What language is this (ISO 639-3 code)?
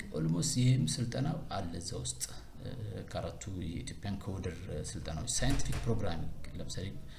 amh